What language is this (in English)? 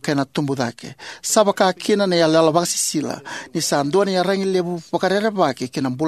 Fijian